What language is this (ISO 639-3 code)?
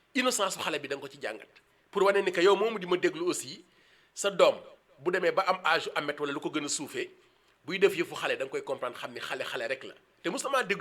wol